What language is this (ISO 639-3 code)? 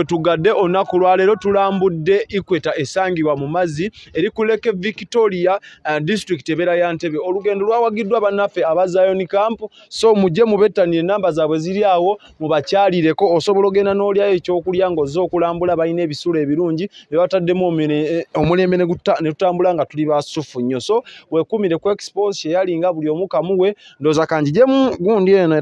lug